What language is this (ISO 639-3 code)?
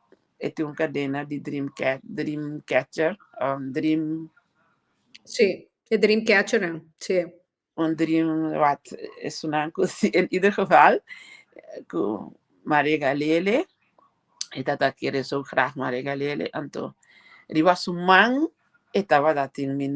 pap